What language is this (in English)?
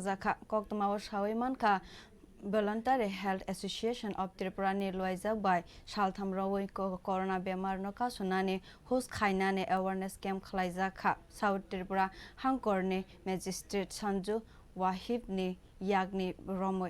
Kok Borok